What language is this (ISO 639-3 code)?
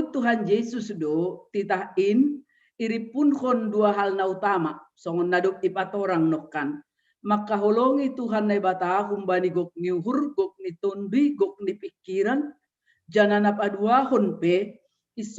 bts